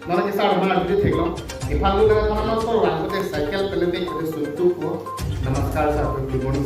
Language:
Karbi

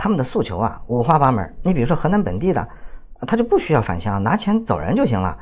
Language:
Chinese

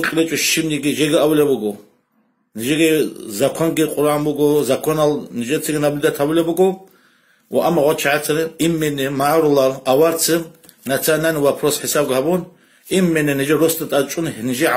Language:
Avaric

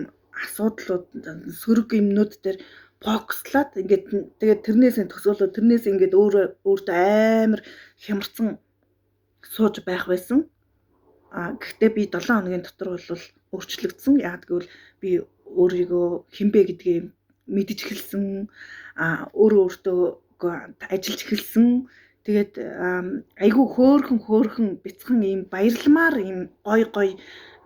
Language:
Mongolian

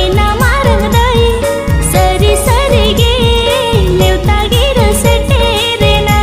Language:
Santali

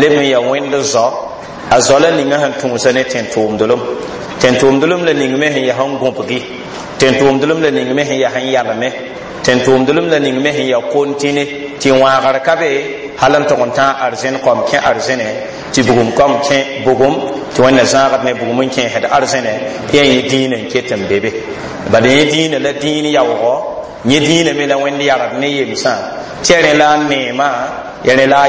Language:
Mossi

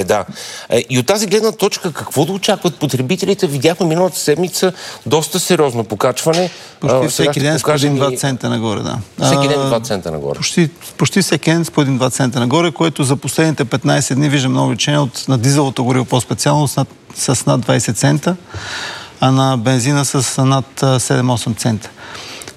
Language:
Bulgarian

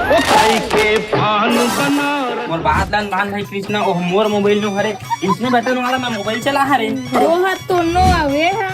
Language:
Chhattisgarhi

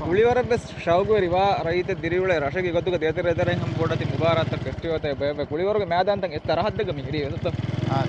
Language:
Divehi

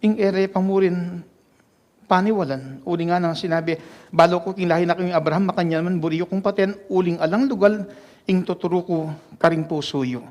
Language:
Pampanga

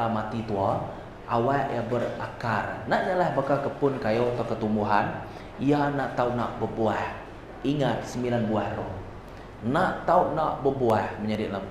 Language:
Iban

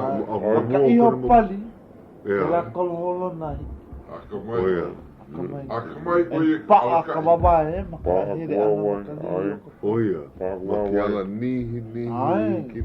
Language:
Hawaiian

